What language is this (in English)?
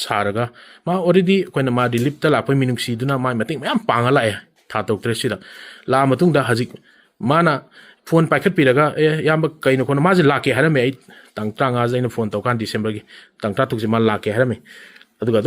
Manipuri